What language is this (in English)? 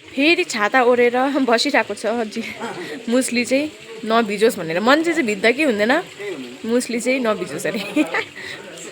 Nepali